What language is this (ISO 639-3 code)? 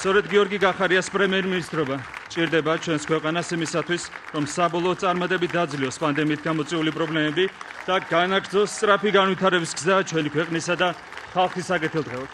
kat